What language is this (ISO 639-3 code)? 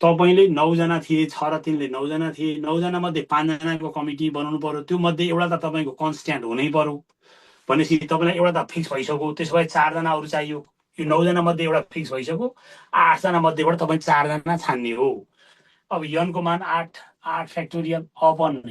nep